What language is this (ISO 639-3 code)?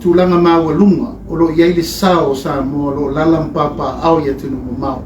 smo